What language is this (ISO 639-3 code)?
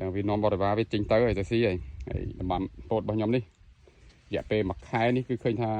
khm